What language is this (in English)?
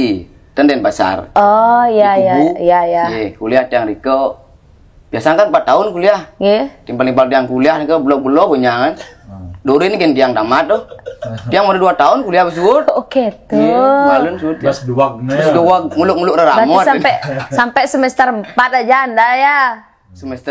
Balinese